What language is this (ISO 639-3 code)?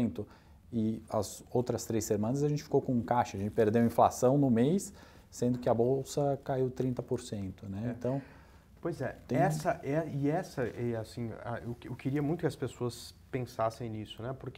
por